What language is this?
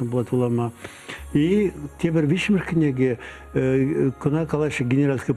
Chuvash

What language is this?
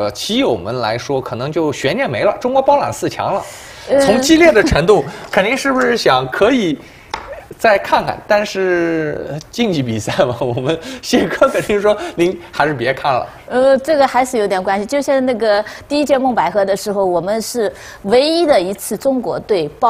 Chinese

